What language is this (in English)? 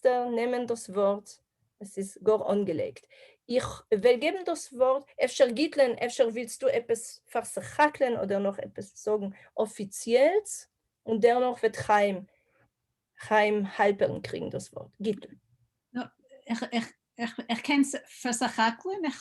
Yiddish